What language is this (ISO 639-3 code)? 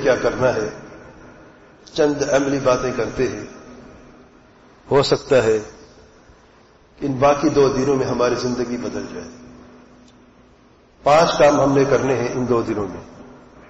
urd